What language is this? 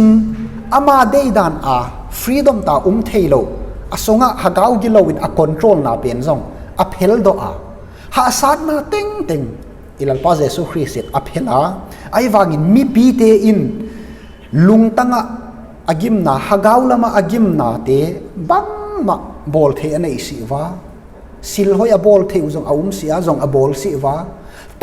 Tedim Chin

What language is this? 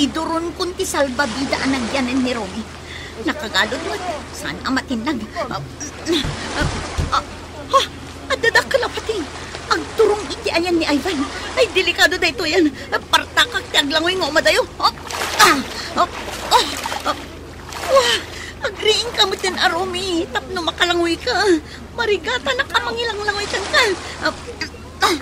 Iloko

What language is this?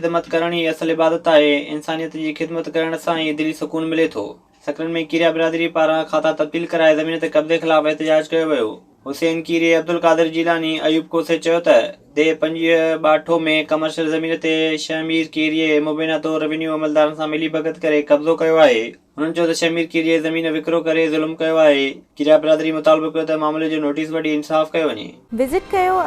Sindhi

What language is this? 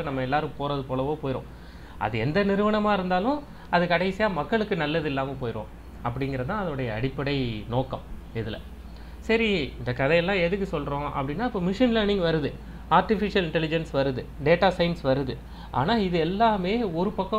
Tamil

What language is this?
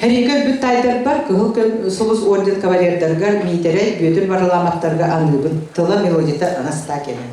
Yakut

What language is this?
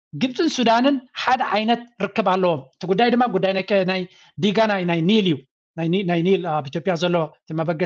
Tigrinya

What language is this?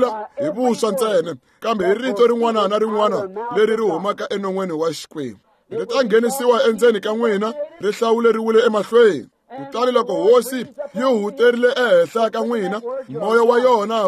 Tsonga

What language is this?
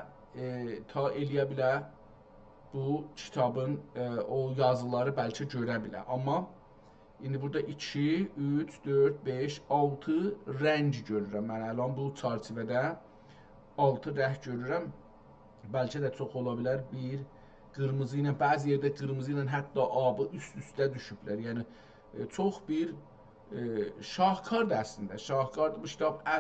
South Azerbaijani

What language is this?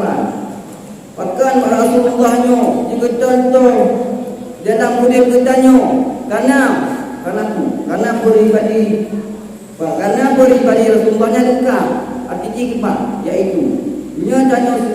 Achinese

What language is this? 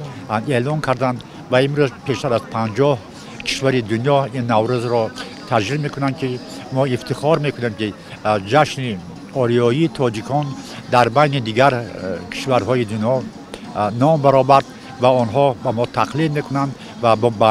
Tajik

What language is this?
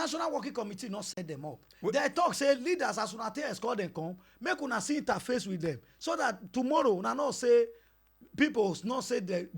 Nigerian Pidgin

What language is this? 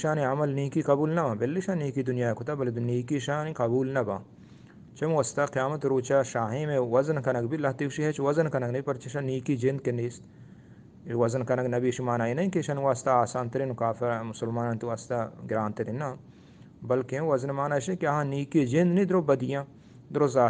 Eastern Balochi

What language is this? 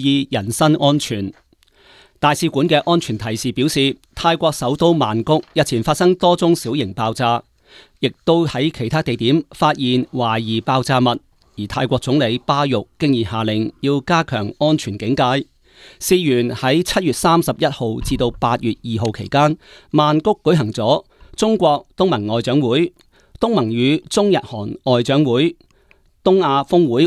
Cantonese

